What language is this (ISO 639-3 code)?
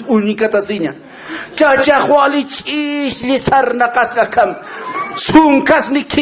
aym